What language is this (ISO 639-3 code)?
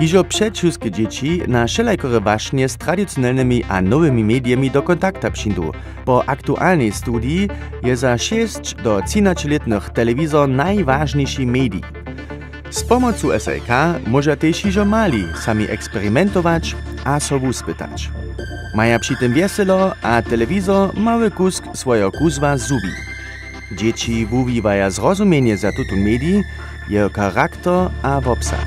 hsb